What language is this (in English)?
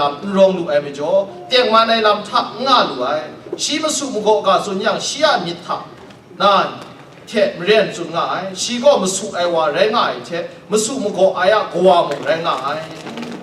Kachin